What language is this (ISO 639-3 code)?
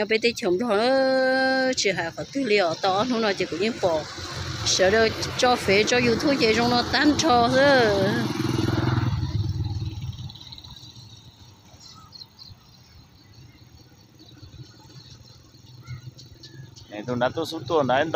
vie